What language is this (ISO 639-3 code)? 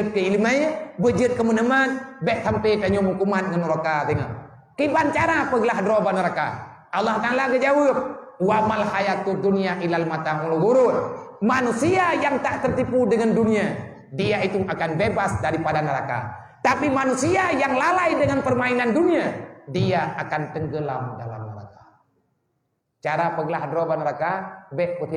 ace